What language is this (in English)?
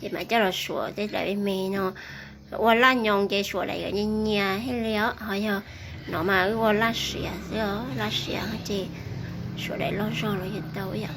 Hmong